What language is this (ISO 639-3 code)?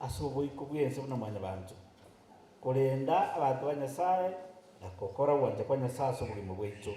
guz